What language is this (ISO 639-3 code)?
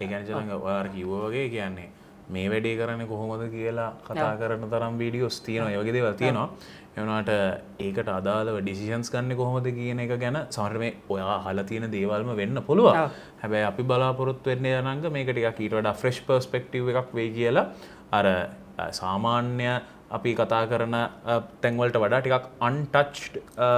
sin